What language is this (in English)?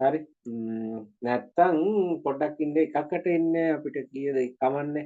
Sinhala